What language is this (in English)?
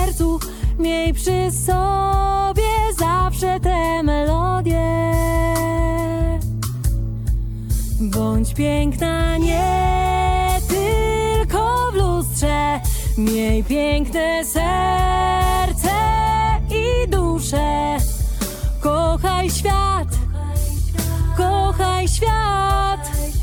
Polish